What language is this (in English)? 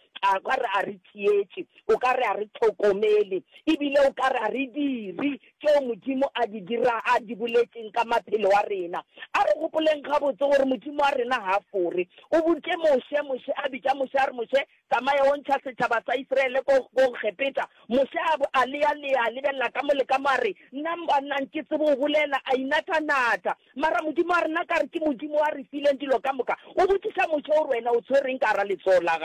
Northern Sotho